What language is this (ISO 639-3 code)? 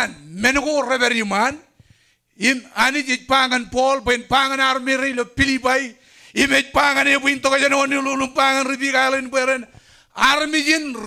mah